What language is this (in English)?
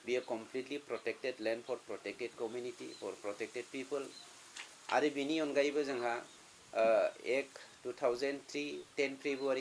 Bodo